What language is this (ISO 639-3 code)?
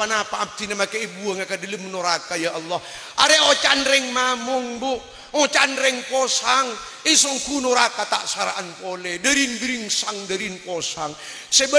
mad